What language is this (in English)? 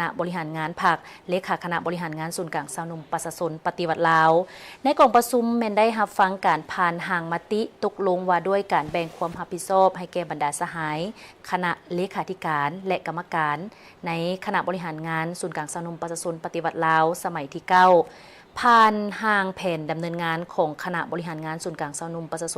Lao